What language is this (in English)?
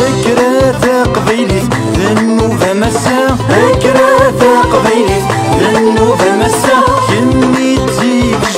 Kabyle